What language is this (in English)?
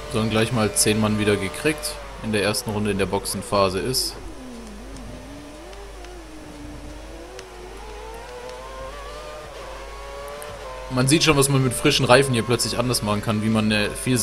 German